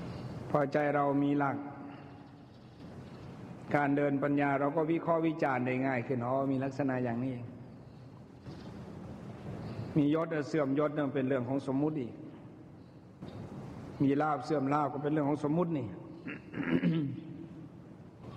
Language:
Thai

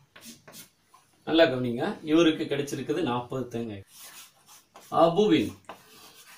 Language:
Tamil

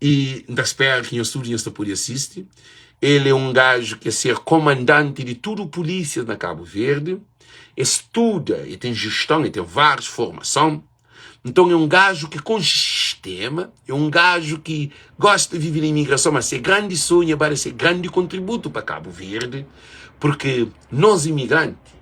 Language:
Kabuverdianu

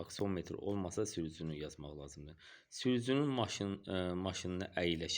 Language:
Azerbaijani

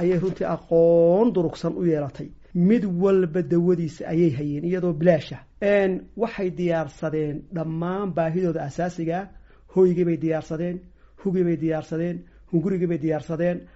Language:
Somali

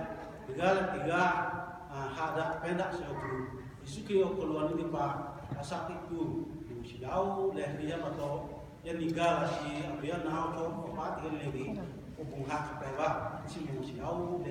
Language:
Lahu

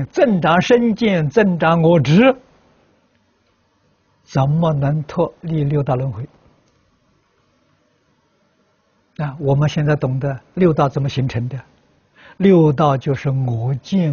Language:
Chinese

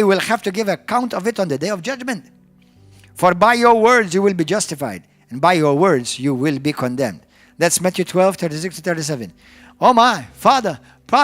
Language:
English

